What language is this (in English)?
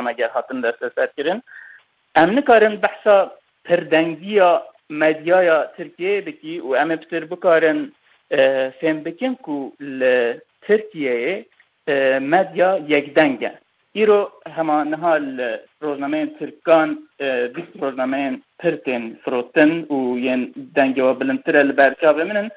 Kurdish